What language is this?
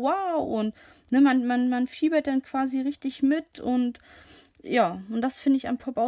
German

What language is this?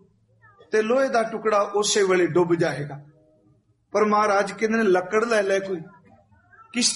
Punjabi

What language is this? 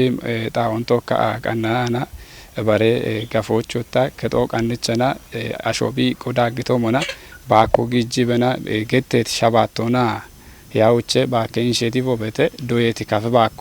Kafa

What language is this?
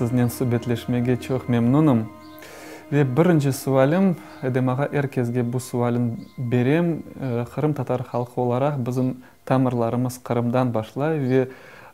Crimean Tatar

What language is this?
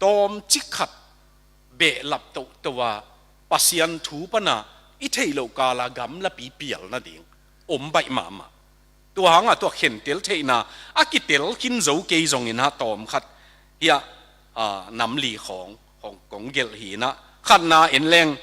Tedim Chin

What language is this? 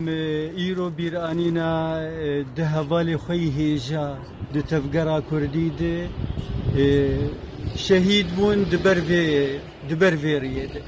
Kurdish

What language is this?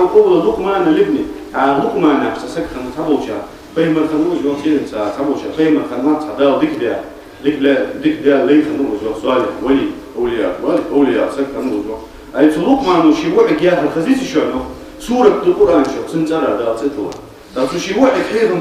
Ingush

